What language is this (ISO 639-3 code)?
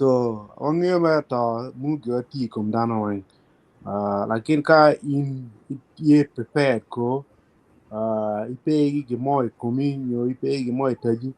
ach